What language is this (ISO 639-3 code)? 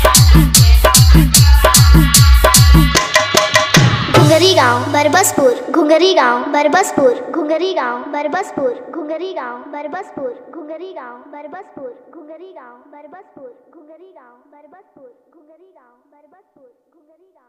bho